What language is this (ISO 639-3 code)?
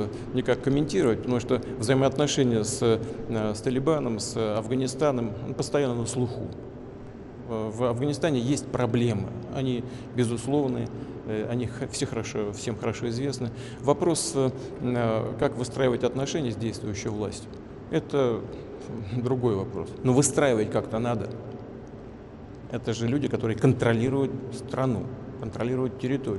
rus